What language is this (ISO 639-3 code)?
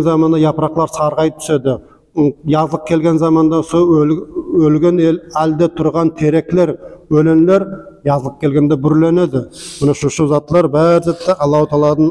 nog